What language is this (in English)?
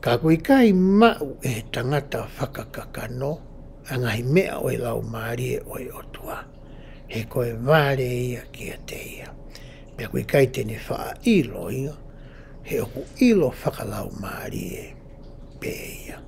Tongan